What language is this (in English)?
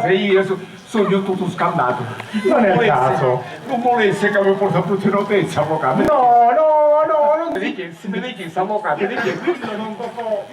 Sicilian